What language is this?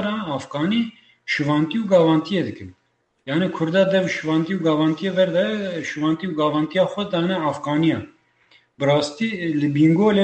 Kurdish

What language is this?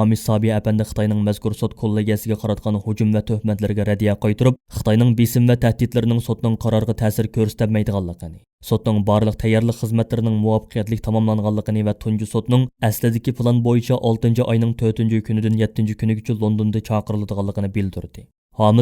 Uyghur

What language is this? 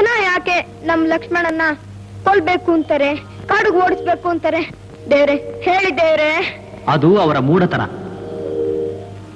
Kannada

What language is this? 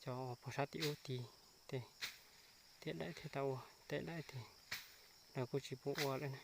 Hmong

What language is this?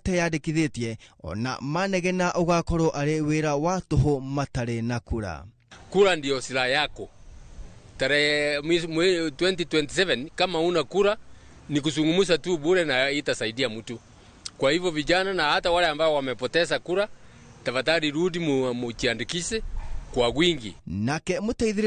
Kikuyu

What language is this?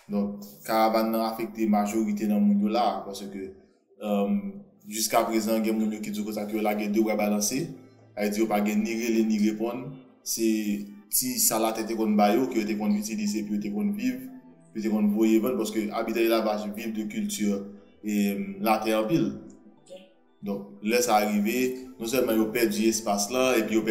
Haitian Creole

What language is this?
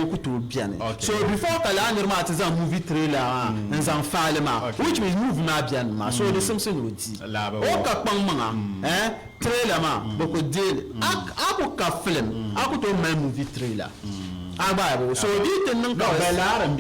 Dagbani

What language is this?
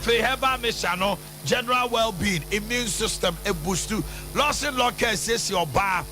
Akan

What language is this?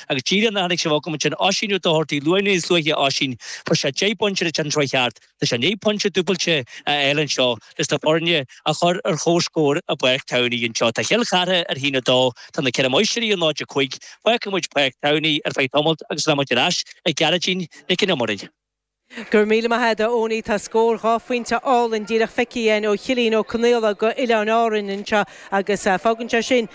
Irish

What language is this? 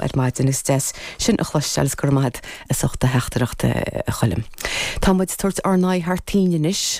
Irish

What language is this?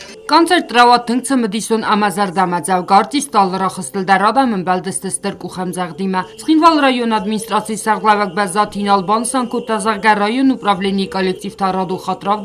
Ossetic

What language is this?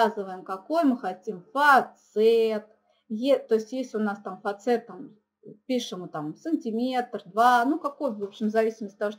Russian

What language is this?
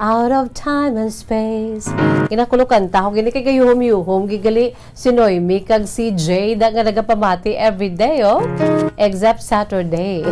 Hiligaynon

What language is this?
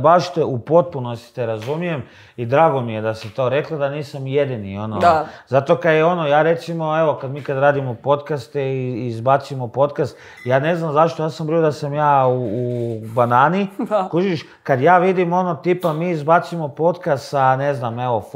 Croatian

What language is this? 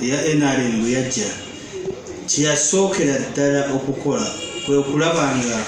Ganda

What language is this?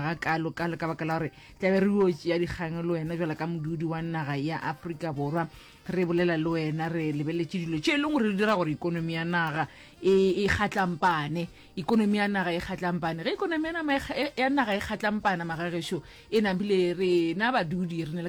Northern Sotho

